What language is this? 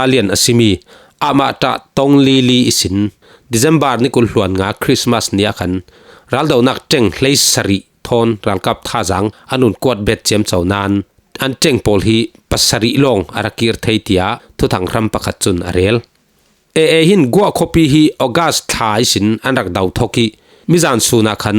Falam Chin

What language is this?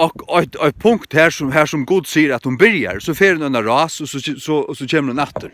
Faroese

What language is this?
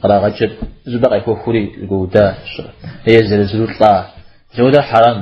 Kabardian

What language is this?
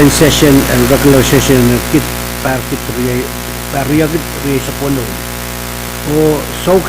Pohnpeian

